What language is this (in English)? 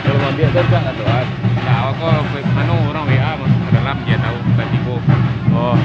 Minangkabau